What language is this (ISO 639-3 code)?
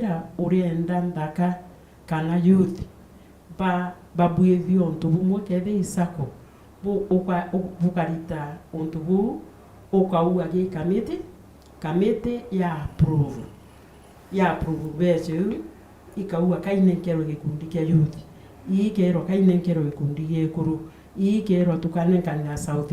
mer